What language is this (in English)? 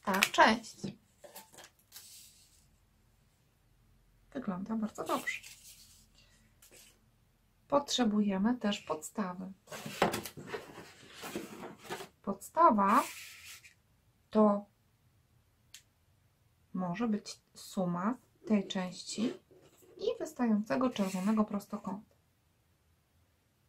Polish